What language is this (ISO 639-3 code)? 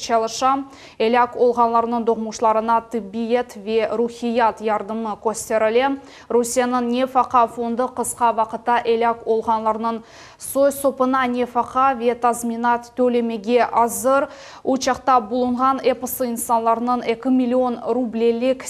crh